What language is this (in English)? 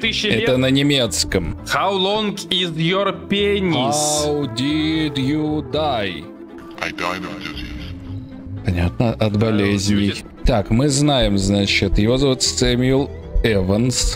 Russian